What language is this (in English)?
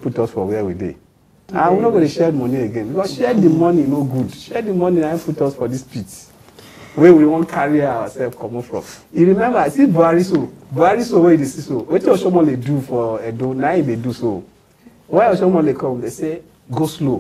Nigerian Pidgin